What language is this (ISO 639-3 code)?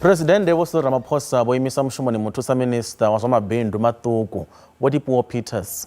ven